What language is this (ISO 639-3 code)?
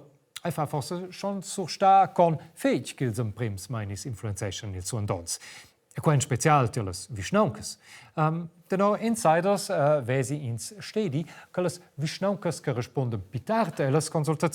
roh